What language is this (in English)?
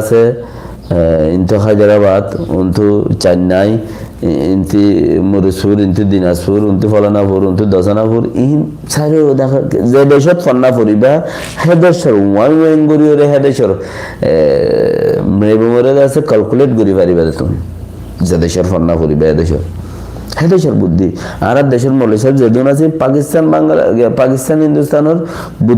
Rohingya